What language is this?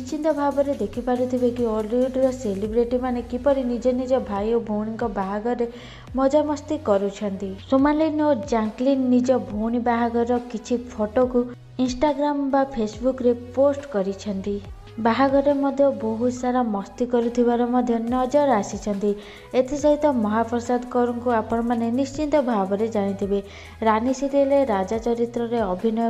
Odia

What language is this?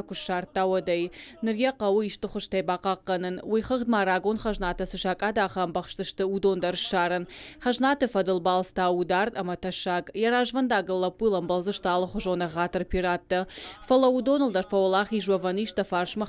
Ossetic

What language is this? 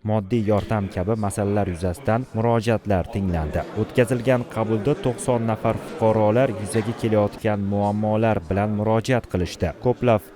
Uzbek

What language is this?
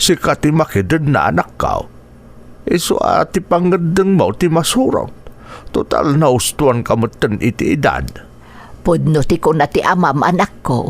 Iloko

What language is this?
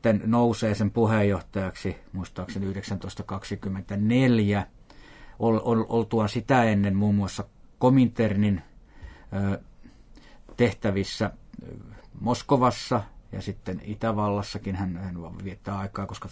Finnish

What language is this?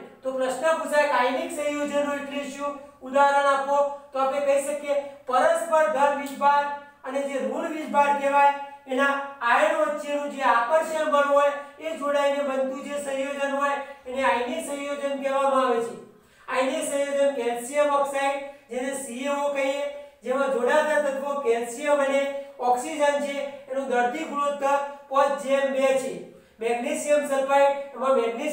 Gujarati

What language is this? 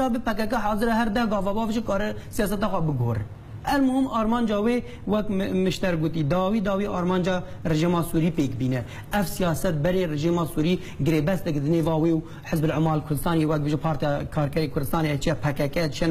Kurdish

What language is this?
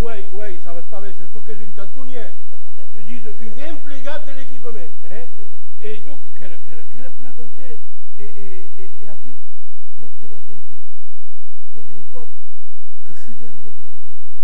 Occitan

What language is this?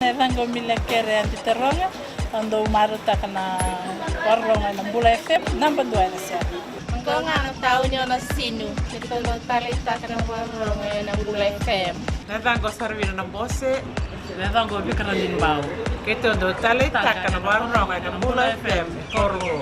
Fijian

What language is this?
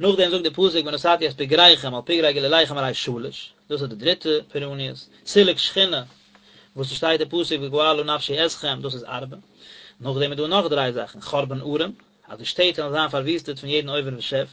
Yiddish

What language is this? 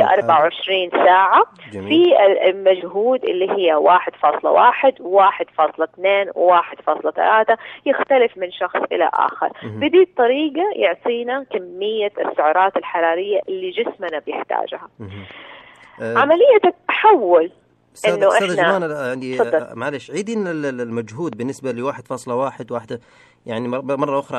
Najdi Arabic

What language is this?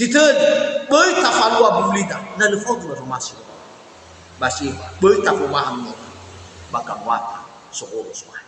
Nias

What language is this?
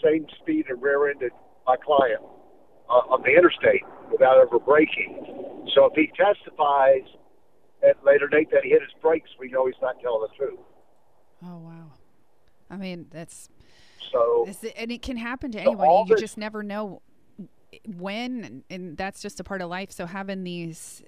English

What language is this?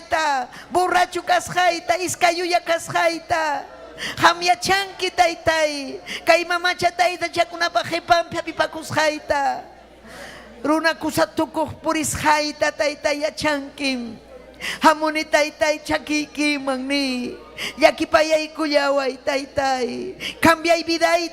Ayacucho Quechua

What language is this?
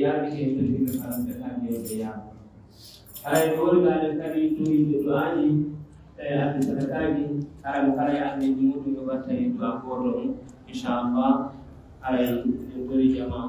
Pular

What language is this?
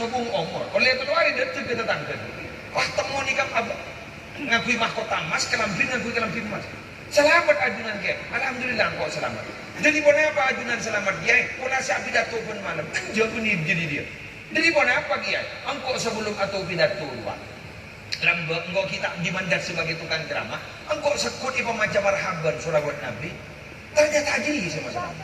Madurese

